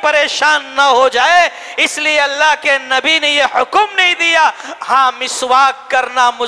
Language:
Urdu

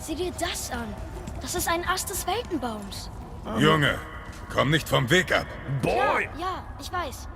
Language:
Bavarian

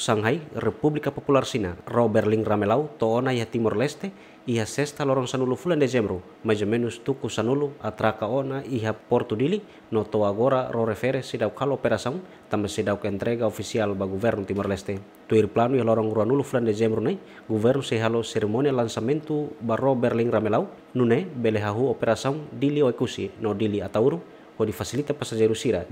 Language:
Tetum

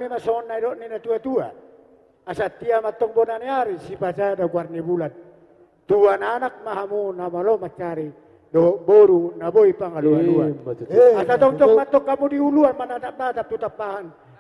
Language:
Batak Toba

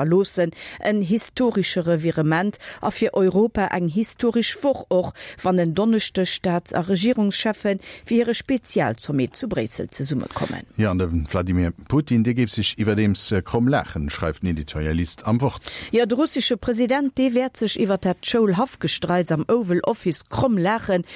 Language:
Luxembourgish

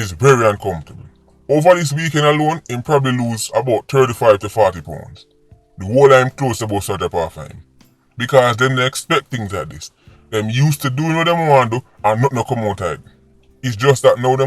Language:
Jamaican Creole English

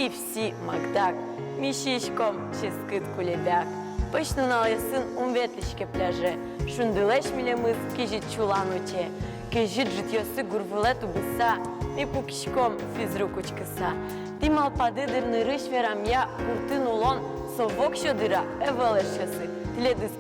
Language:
Udmurt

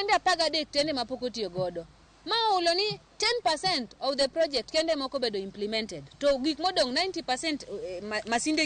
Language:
Luo (Kenya and Tanzania)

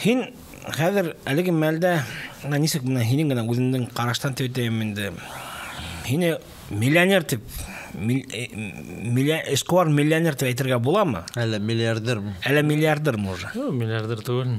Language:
Bashkir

